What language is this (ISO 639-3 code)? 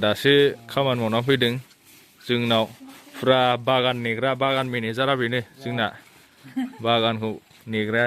brx